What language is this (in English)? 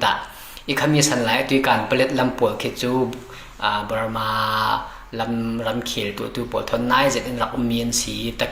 Falam Chin